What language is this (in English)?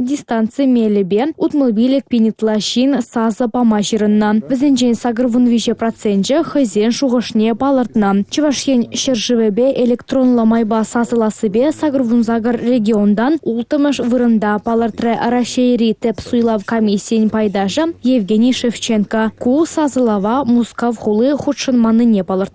Chuvash